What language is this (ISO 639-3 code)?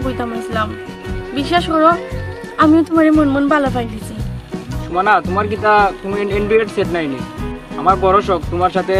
syl